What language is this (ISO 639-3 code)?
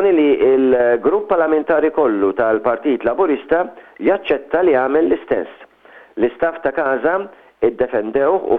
mlt